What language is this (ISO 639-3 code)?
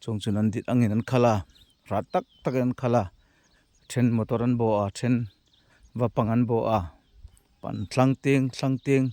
hmr